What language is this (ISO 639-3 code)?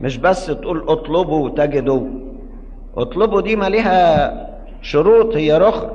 arz